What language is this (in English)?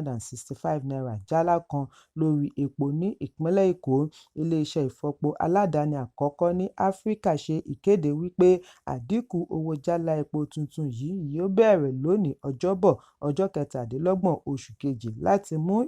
Yoruba